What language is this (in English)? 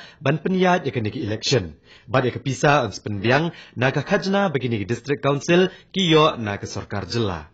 Khasi